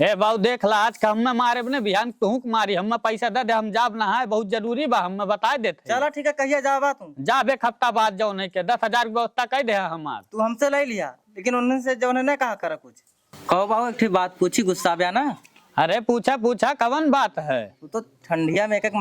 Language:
Awadhi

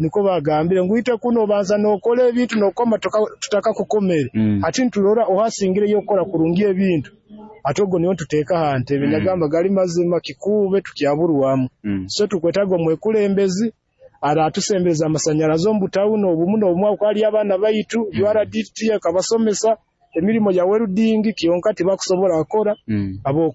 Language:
Nyoro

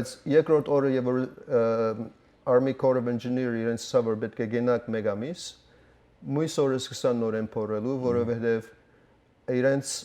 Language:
Western Armenian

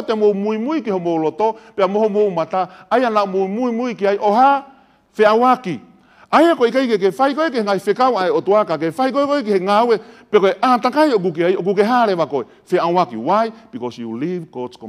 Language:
Tongan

